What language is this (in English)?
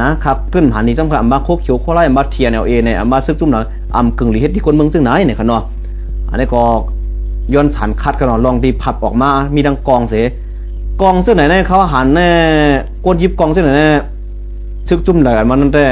Shan